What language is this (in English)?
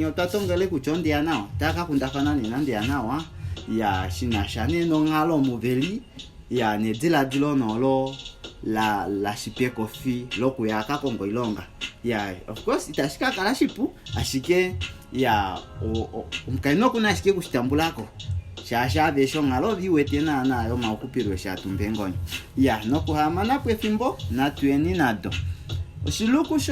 Kuanyama